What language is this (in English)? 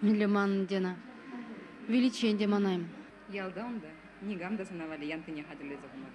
Chuvash